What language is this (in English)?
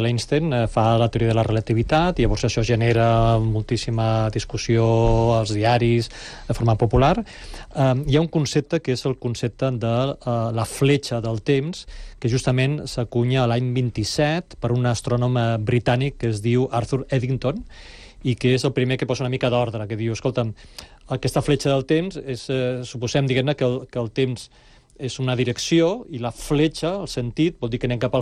Catalan